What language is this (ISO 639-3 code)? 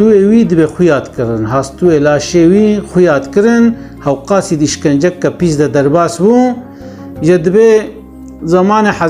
kur